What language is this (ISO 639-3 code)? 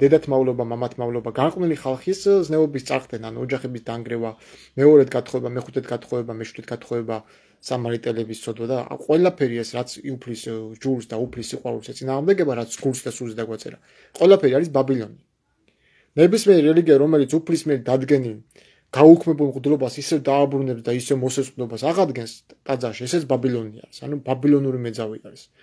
kat